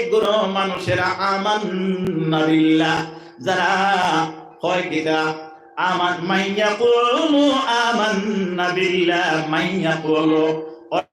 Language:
Sylheti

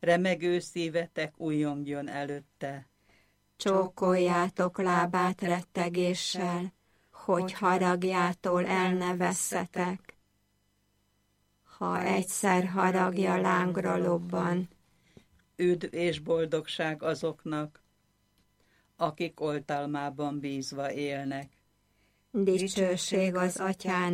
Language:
Hungarian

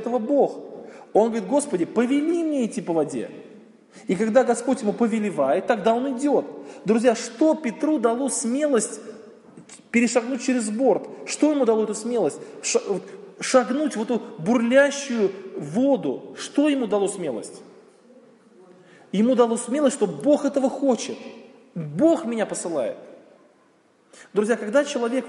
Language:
Russian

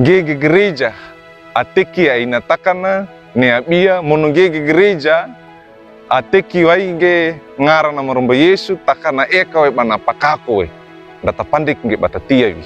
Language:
Wejewa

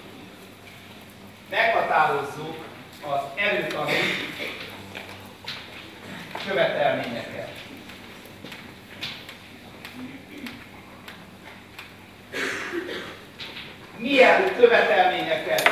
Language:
Hungarian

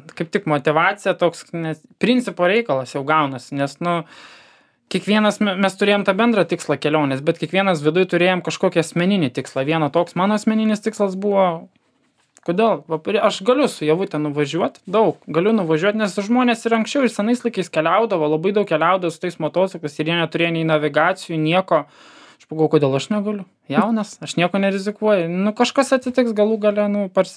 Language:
Lithuanian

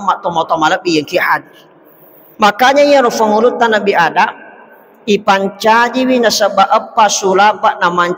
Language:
Buginese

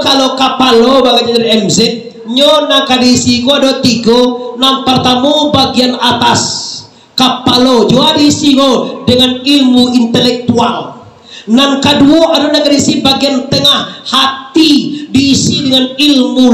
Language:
Minangkabau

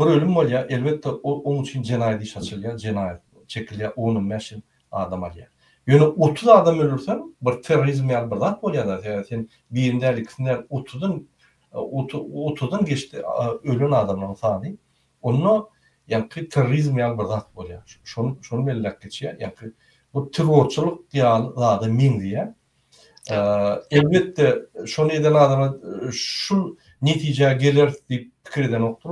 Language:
Turkmen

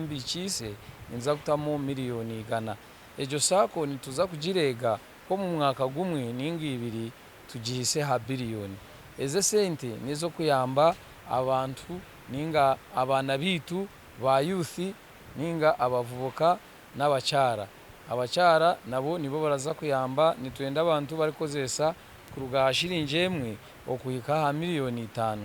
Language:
Nyankole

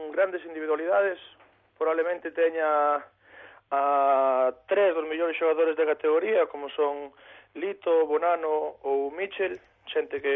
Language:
Galician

